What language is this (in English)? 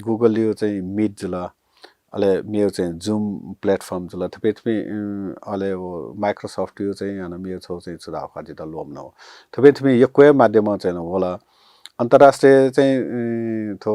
Newari